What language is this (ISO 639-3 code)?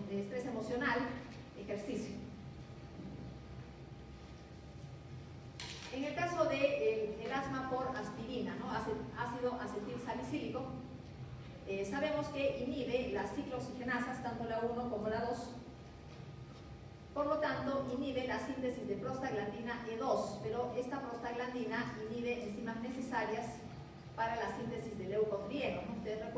spa